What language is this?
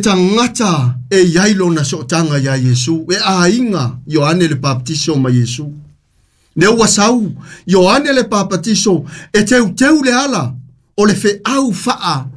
Samoan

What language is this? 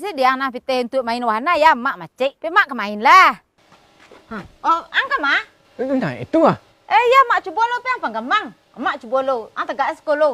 Minangkabau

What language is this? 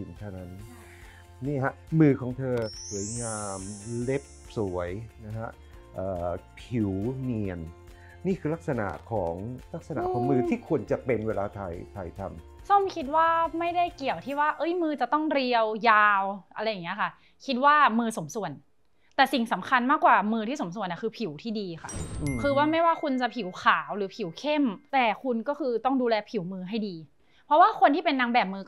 Thai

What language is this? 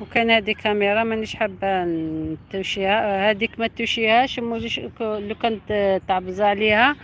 Algerian Arabic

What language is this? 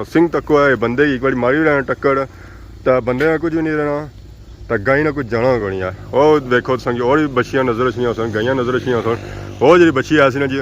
Pahari-Potwari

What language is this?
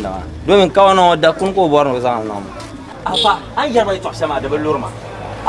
Dagbani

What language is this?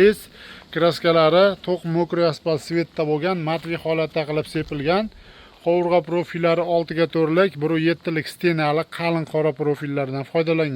Uzbek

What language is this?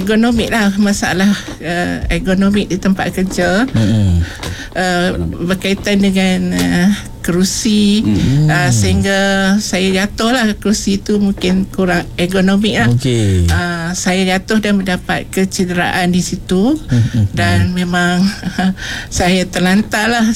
Malay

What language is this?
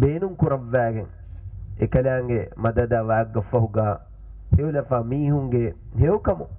Divehi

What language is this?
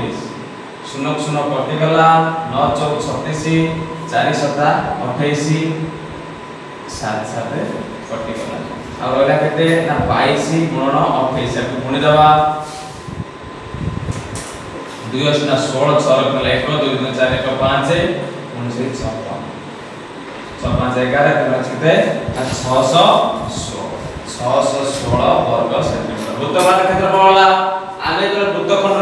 Odia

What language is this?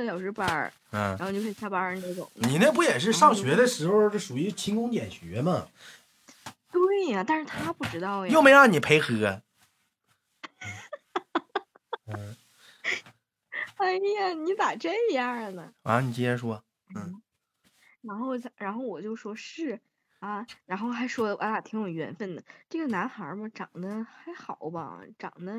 Chinese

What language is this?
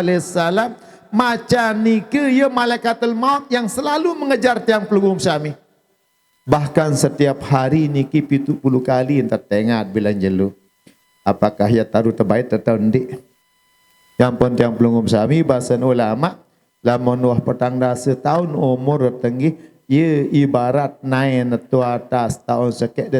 Sasak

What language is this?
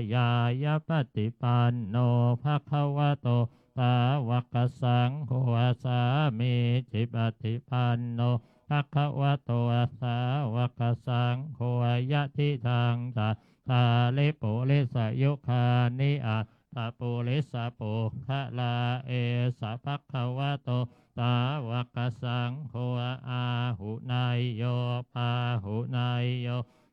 Pali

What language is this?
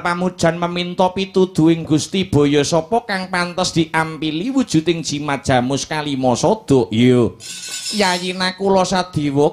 Javanese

